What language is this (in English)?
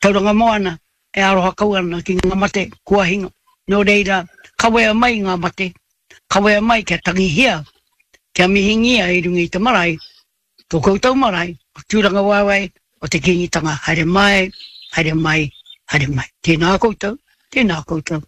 Māori